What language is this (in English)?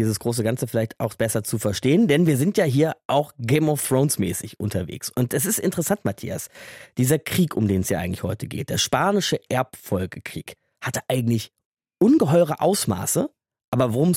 German